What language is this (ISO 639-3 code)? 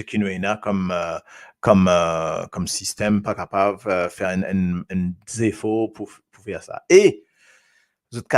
mfe